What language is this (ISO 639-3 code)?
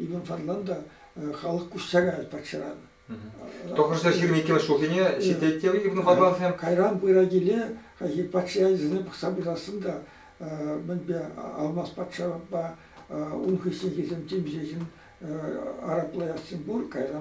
chv